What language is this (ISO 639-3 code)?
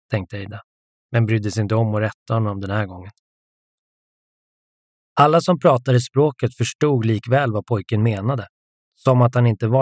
swe